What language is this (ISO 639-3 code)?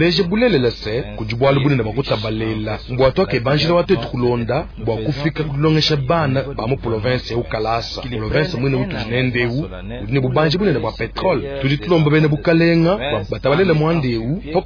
lua